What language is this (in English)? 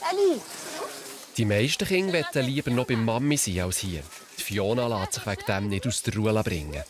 Swiss German